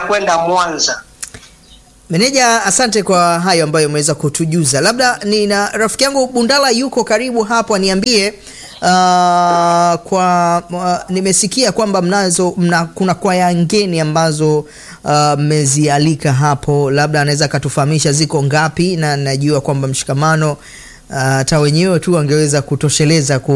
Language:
Swahili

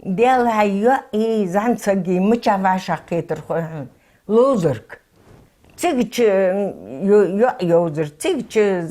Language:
Ingush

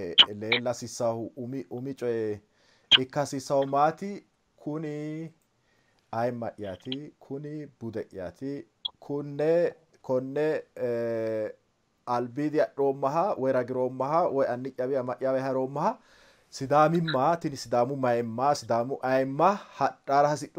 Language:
Sidamo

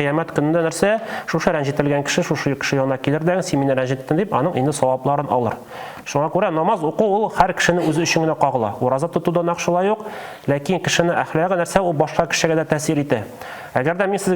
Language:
Tatar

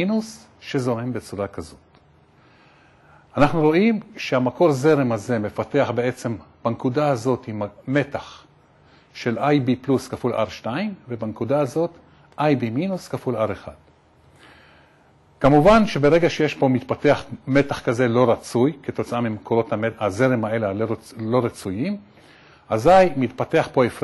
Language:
Hebrew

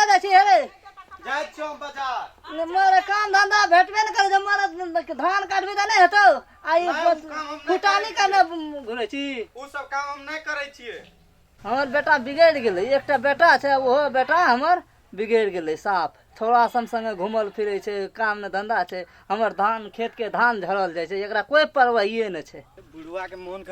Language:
Maithili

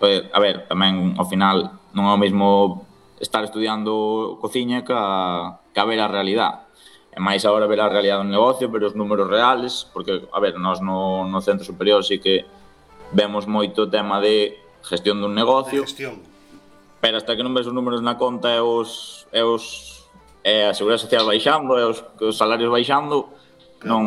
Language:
Galician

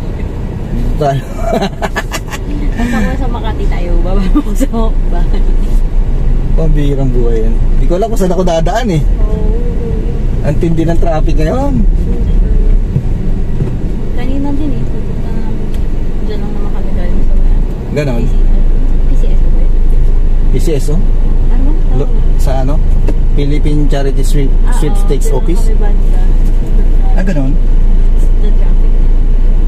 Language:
Filipino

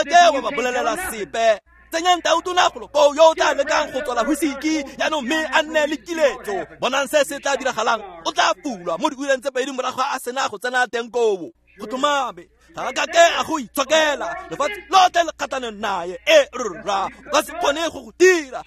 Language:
Tswana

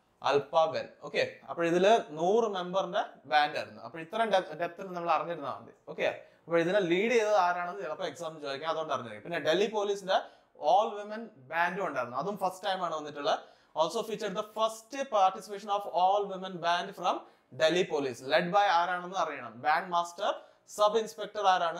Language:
Malayalam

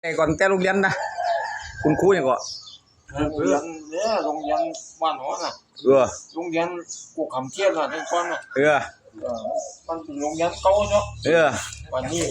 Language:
Northeastern Thai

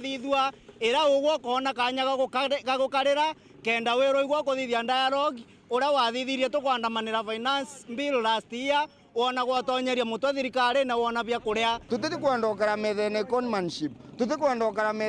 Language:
Meru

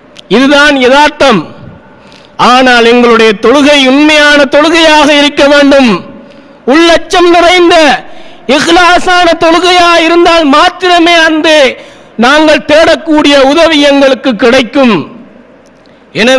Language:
Tamil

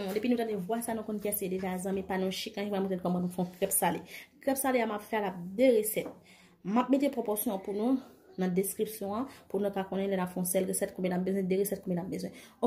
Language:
Haitian Creole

